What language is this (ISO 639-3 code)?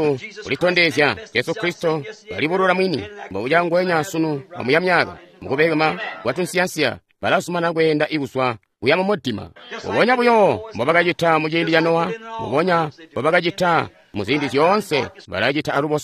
toi